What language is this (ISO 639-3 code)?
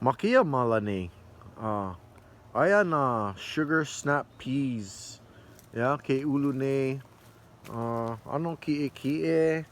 haw